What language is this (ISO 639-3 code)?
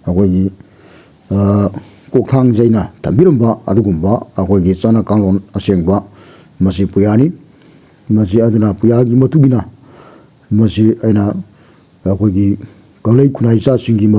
mni